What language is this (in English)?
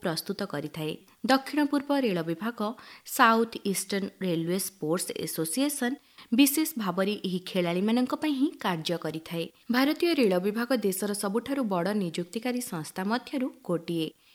Odia